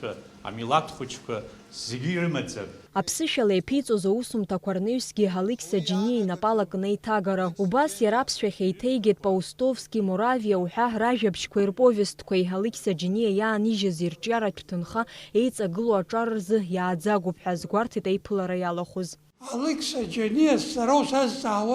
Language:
Abkhazian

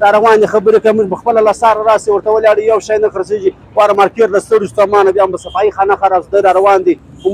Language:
Pashto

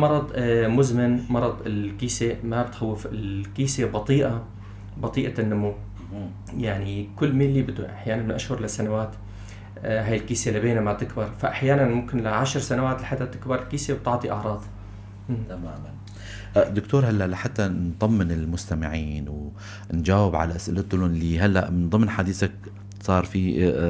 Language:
North Levantine Arabic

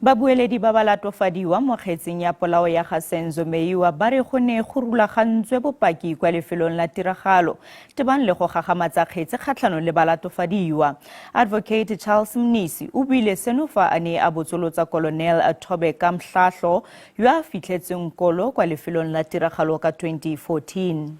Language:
Tswana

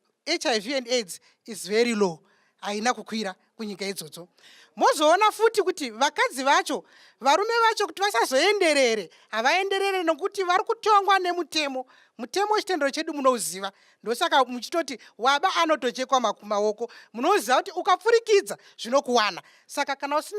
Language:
Shona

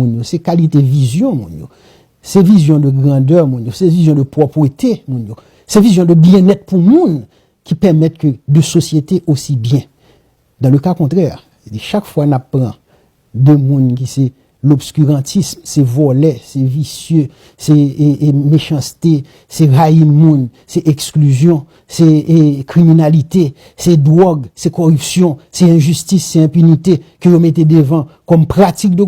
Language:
Haitian Creole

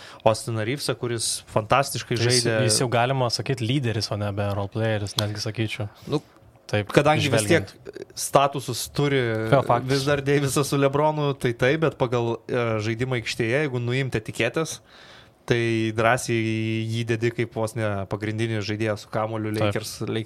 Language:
Lithuanian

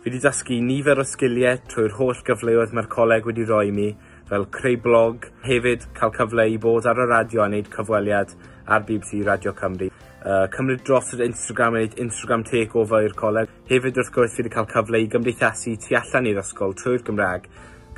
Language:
Welsh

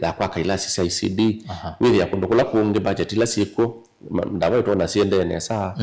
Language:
Kamba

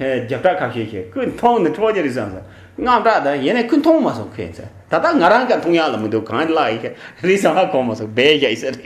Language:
Tibetan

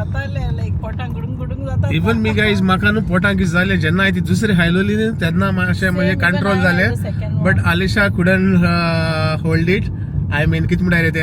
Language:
Konkani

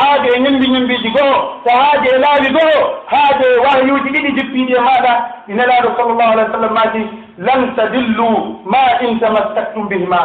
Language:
Pular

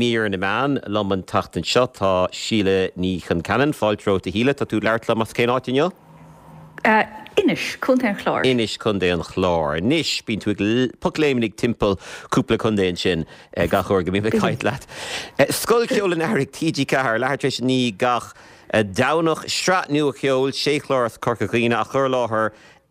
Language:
Irish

